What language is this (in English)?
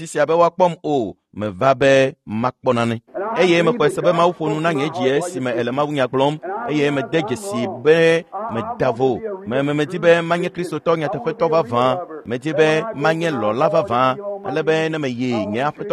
Ewe